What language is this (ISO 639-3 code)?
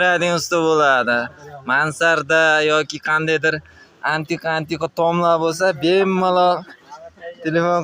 uzb